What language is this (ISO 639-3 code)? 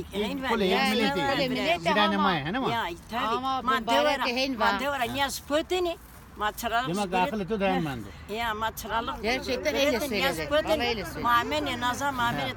zza